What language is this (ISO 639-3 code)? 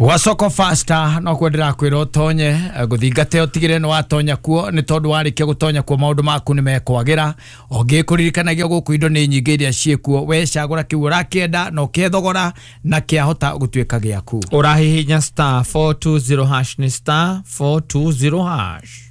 kik